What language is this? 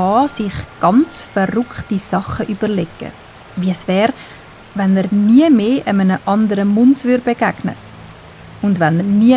Swiss German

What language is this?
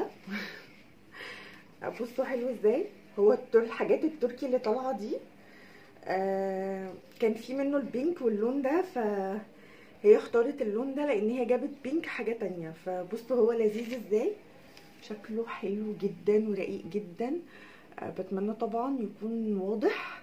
Egyptian Arabic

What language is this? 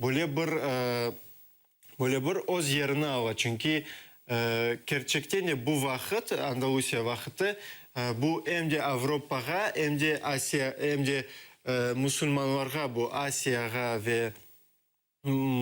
Crimean Tatar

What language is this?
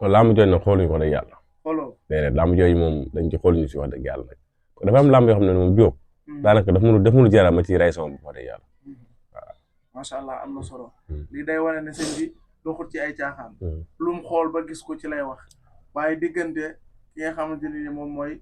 Wolof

